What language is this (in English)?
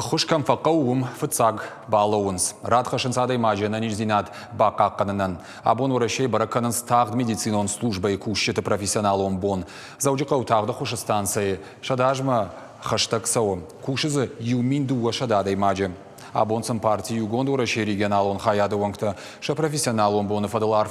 Ossetic